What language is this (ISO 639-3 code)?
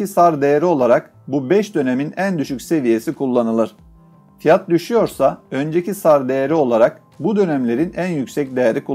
tur